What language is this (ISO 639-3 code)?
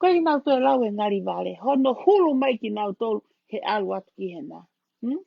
ton